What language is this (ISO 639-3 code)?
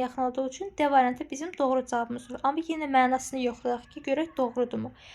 aze